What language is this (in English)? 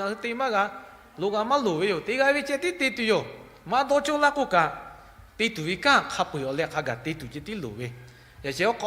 Lahu